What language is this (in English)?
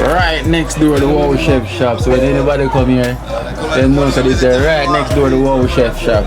Jamaican Creole English